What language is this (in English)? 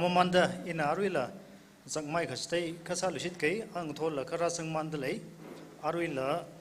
Tangkhul Naga (India)